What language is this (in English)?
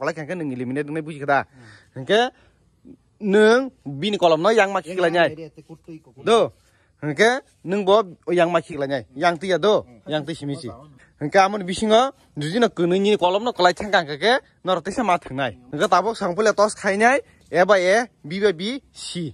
Kok Borok